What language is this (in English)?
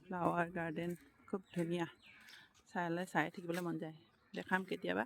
Assamese